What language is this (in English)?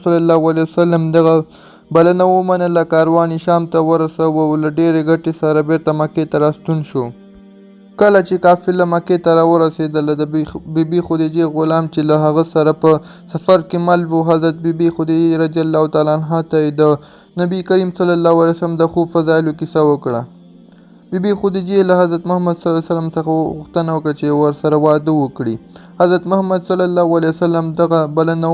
Pashto